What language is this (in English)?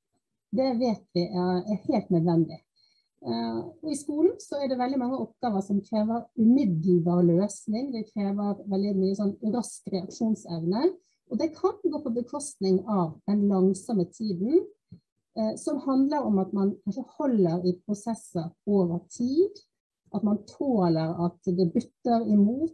Norwegian